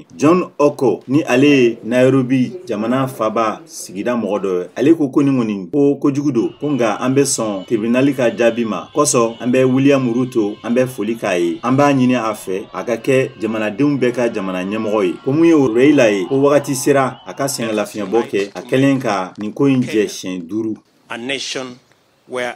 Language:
Bambara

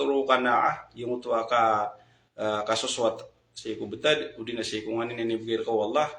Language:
Maranao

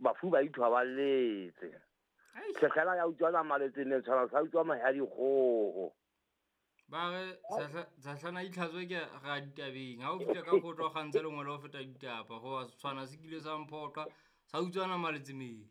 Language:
Southern Sotho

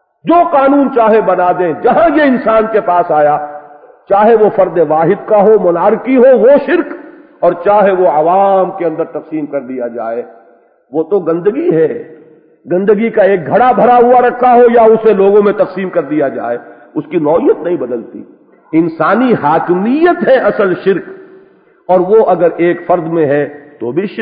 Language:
Urdu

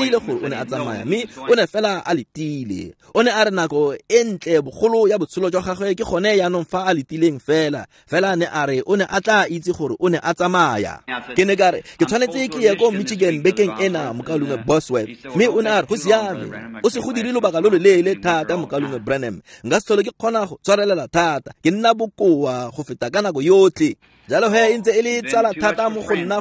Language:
Tswana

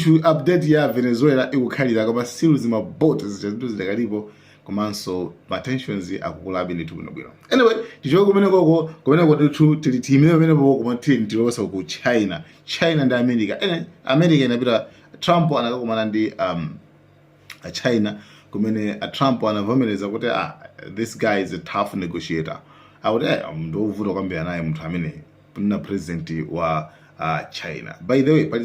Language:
Nyanja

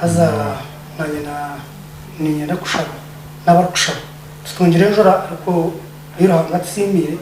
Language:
Nyankole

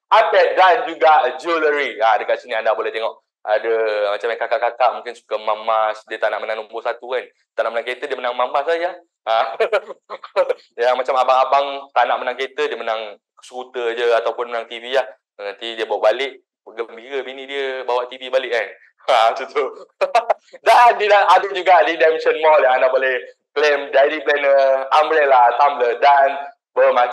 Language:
Malay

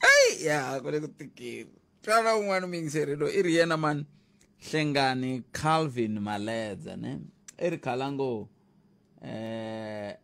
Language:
Tsonga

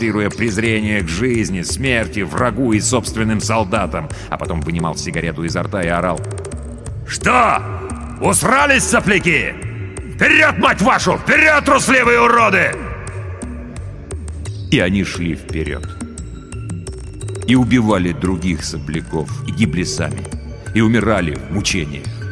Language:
Russian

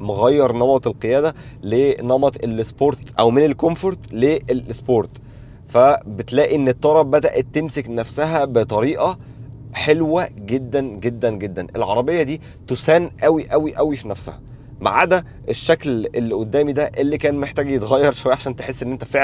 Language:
Egyptian Arabic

